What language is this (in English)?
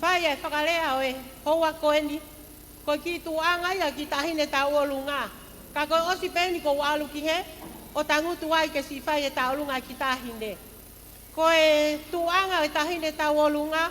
Tongan